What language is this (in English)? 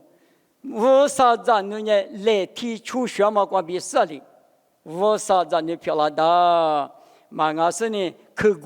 Lisu